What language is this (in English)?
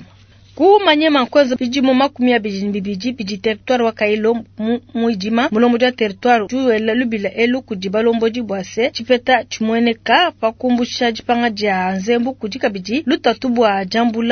Luba-Lulua